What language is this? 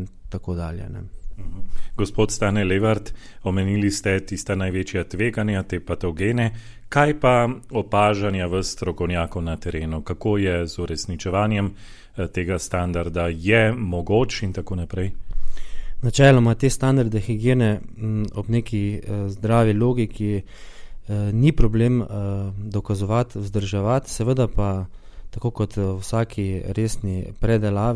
Slovenian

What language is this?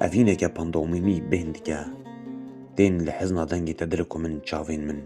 Kurdish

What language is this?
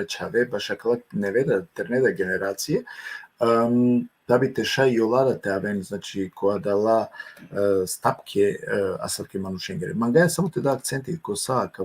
Balkan Romani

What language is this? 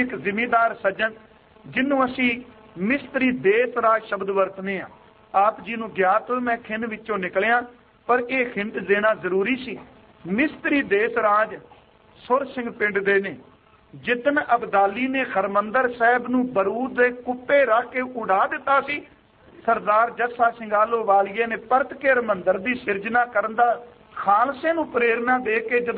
Punjabi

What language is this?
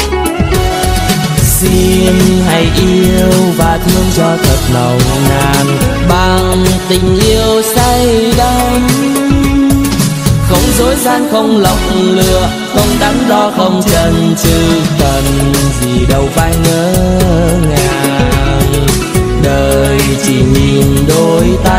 Vietnamese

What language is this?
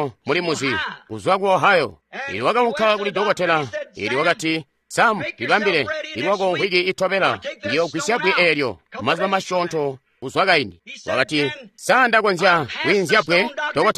Tonga (Zambia)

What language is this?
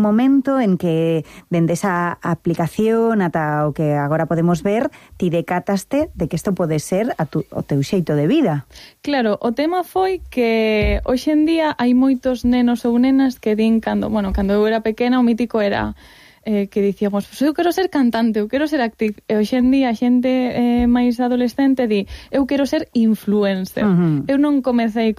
Galician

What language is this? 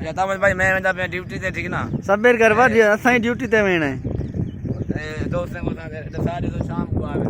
Saraiki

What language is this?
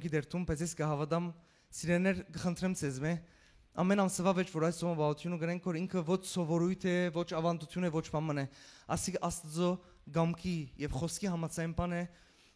Western Armenian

